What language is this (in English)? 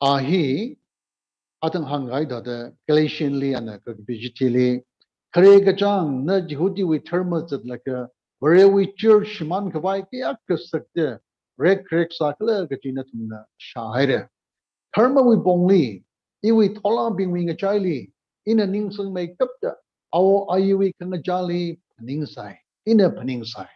Tangkhul Naga (India)